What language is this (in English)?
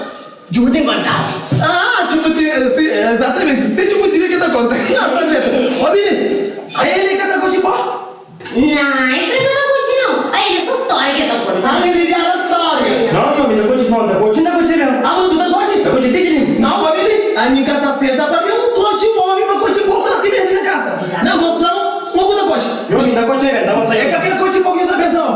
Kabuverdianu